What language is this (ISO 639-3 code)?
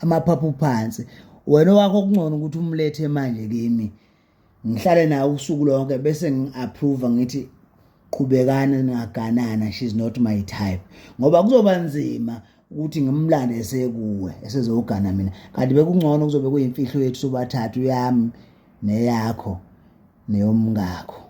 zul